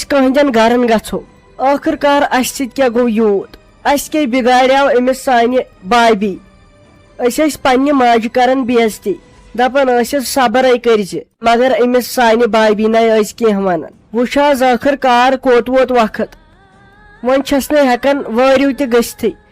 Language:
Kashmiri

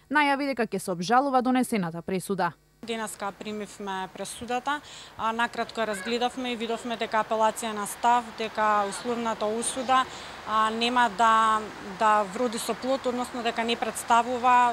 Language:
Macedonian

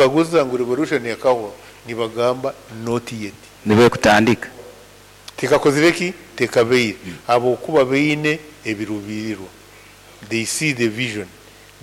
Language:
Nyoro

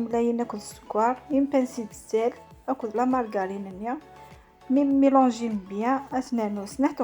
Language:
Kabyle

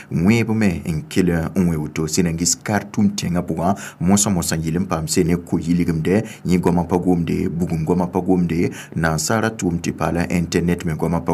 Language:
Mossi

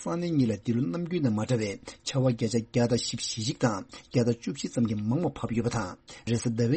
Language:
Tibetan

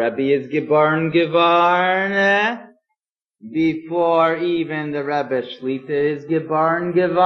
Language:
Yiddish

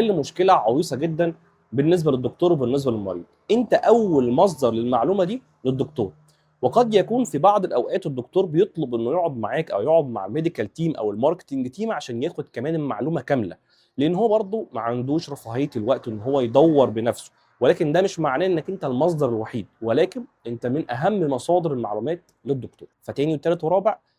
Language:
Egyptian Arabic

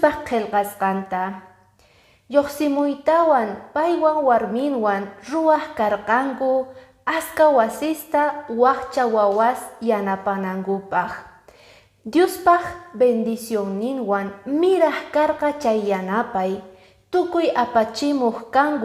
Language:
Quechua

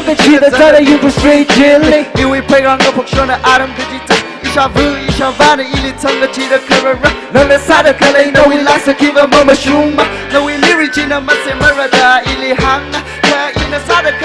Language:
Tangkhul Naga (India)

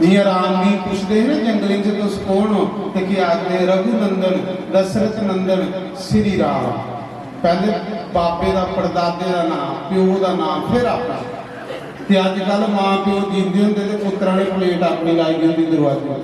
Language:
Dogri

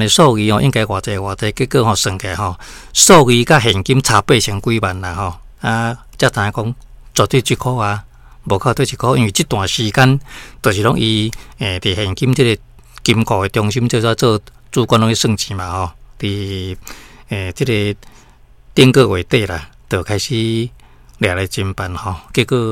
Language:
Min Nan Chinese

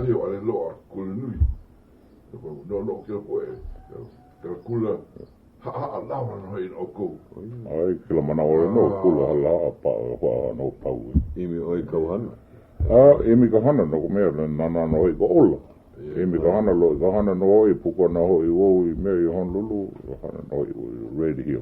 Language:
Hawaiian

